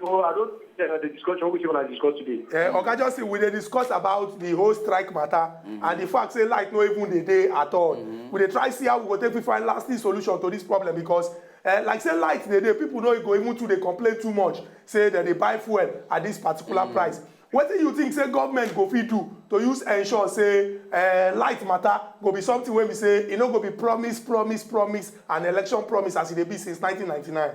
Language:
Nigerian Pidgin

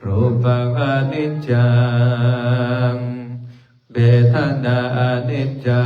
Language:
Pali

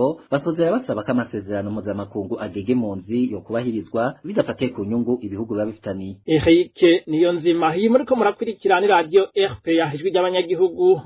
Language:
Rundi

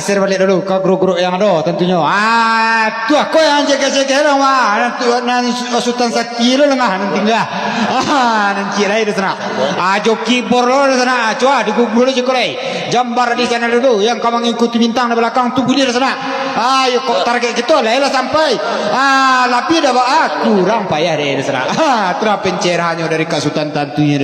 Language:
Minangkabau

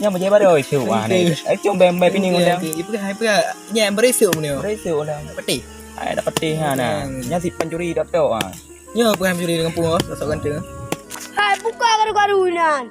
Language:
Achinese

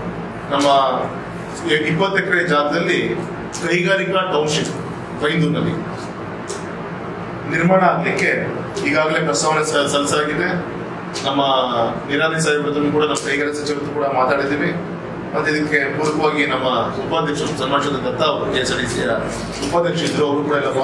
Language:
Kannada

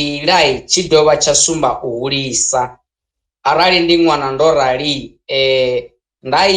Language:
Venda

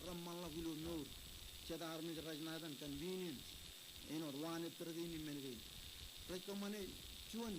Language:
Marshallese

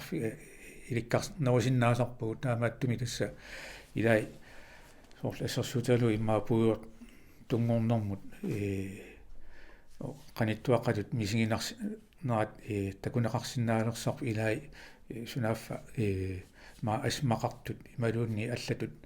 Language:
Kalaallisut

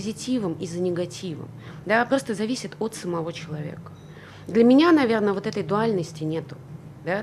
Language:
Russian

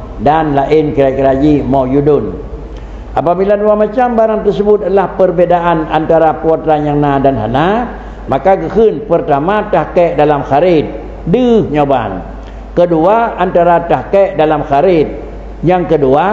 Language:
Achinese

